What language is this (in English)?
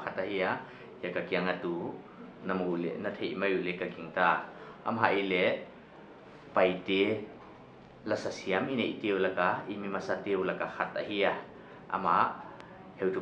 Paite Chin